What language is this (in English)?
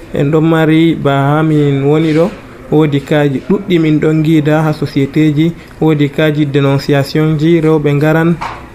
Nigerian Fulfulde